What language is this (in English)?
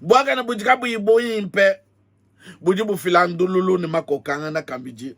Luba-Lulua